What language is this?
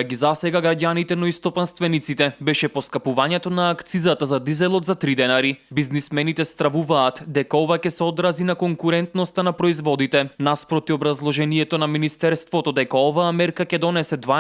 Macedonian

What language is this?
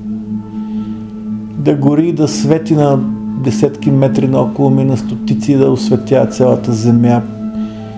Bulgarian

